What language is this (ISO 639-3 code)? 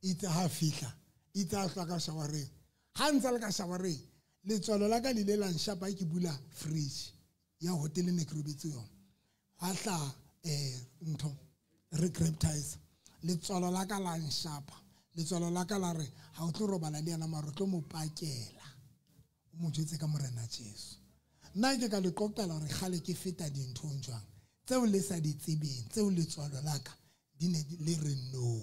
sot